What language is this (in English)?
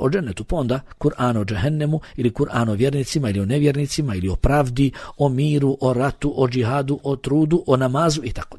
Bosnian